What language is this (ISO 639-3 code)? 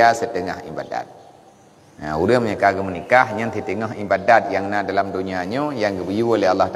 ace